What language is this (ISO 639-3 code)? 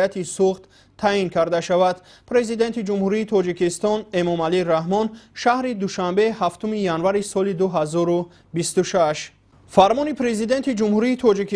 tgk